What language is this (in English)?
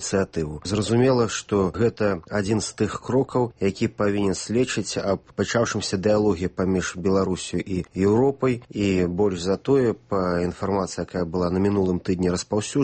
Belarusian